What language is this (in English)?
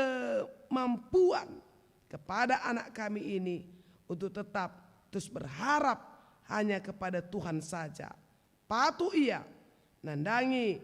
Batak Karo